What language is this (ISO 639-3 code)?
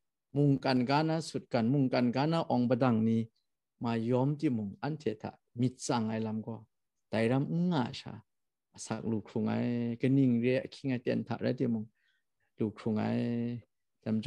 kac